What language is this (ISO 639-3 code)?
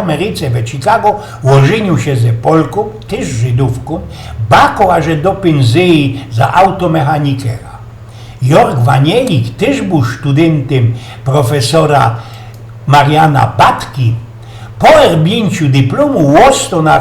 szl